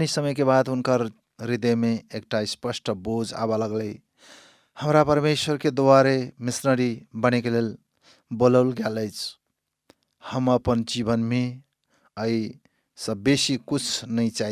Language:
Maithili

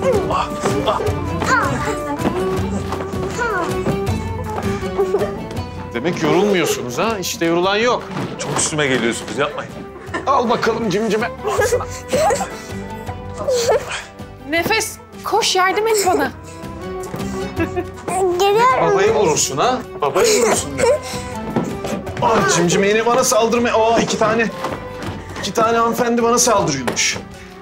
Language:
Turkish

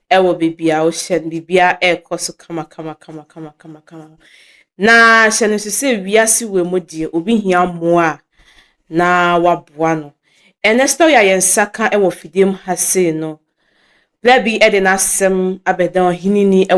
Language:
Akan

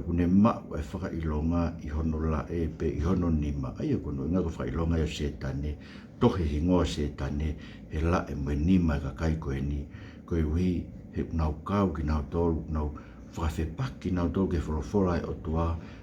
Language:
Tongan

